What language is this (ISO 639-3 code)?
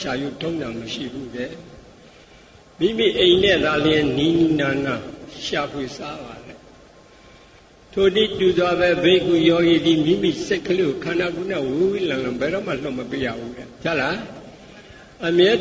mya